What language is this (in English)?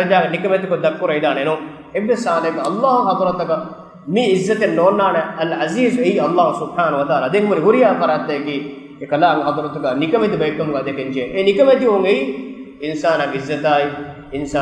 Divehi